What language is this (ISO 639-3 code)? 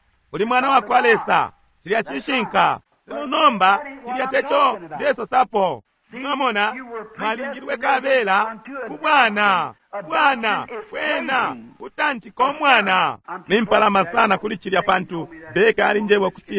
bem